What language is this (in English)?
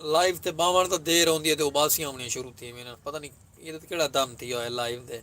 Saraiki